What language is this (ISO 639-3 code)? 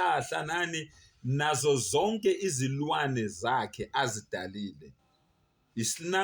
zul